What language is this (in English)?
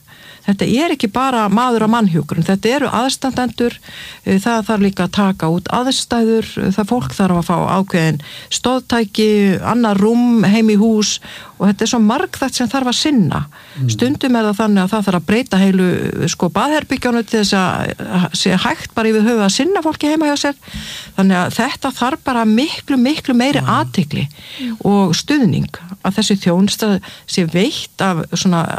Icelandic